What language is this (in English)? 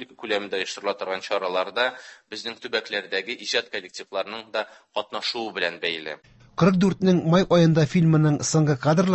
Tatar